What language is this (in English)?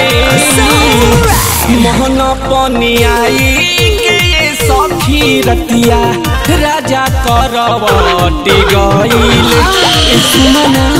Bhojpuri